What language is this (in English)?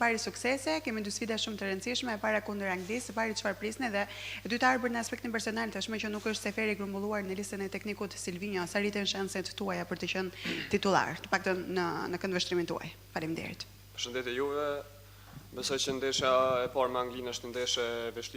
Albanian